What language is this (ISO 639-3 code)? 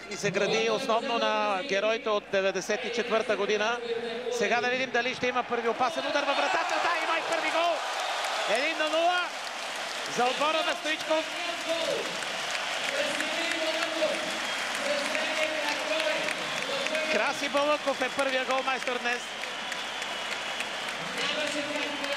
bul